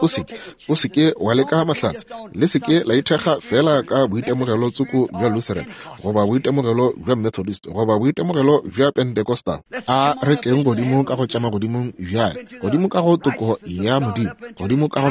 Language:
Northern Sotho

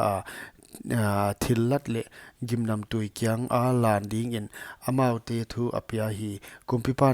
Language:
Paite Chin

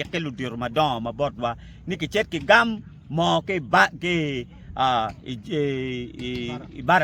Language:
Acoli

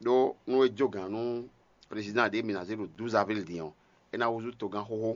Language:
Fon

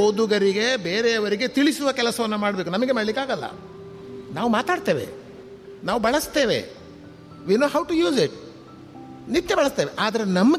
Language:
Kannada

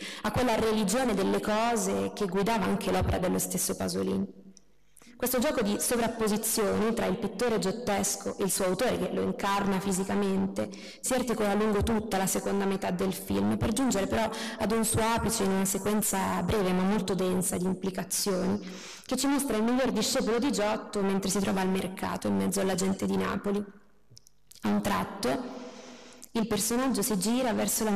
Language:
Italian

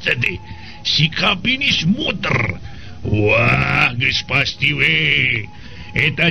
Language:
Sundanese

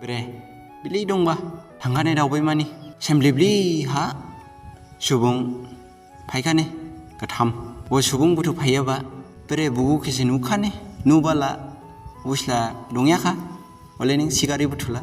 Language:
Dimasa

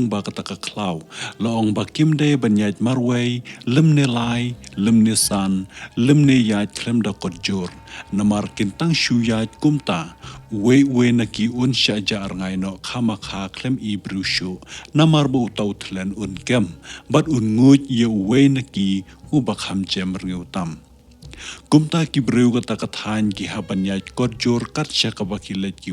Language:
Khasi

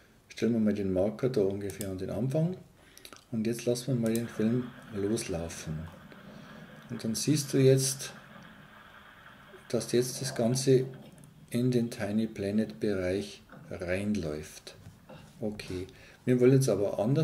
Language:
German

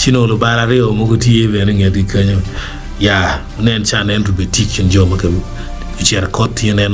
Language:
Acoli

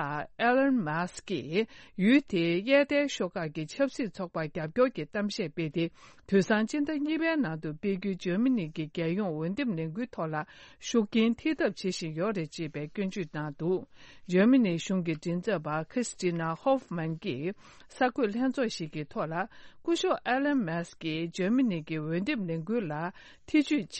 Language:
Tibetan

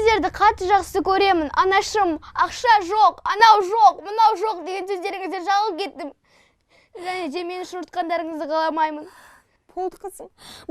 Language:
Kazakh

